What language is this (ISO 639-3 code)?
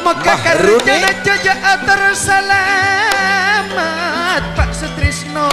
mad